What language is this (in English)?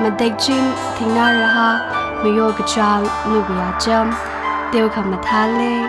Tangkhul Naga (India)